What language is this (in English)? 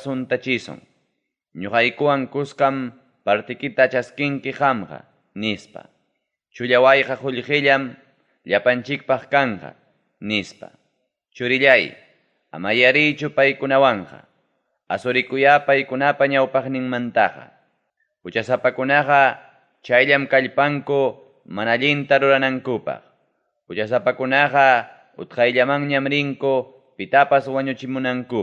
Ayacucho Quechua